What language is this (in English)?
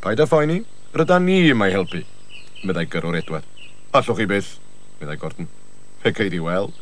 Welsh